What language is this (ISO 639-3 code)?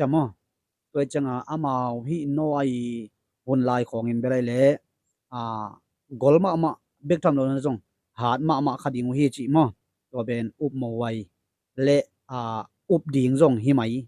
ctd